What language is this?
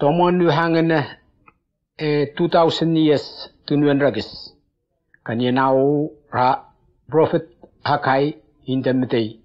Whitesands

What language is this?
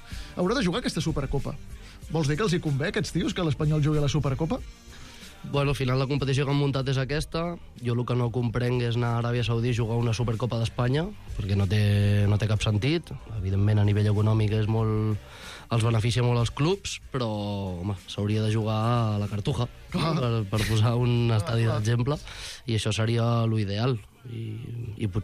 Catalan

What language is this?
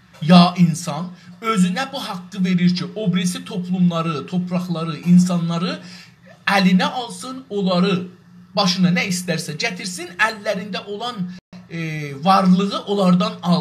South Azerbaijani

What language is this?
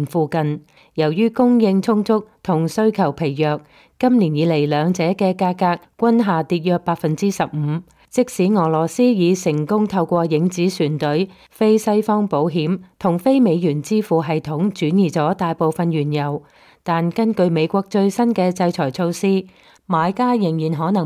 Cantonese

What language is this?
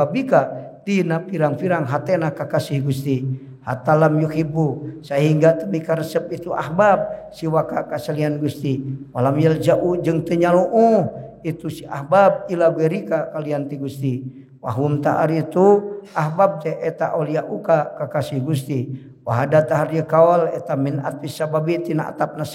Sundanese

